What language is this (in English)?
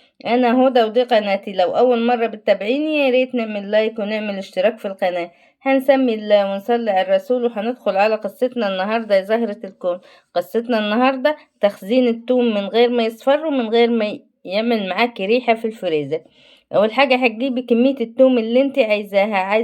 Egyptian Arabic